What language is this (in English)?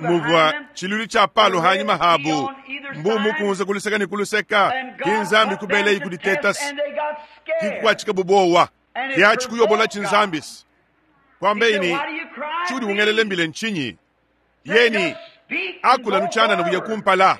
Luba-Lulua